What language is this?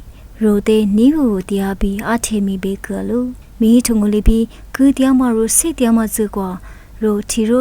Lisu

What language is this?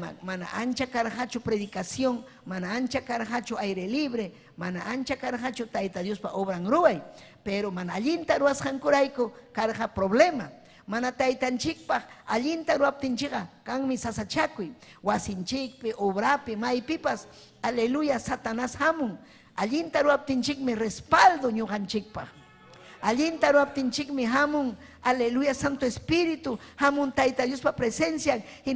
Ayacucho Quechua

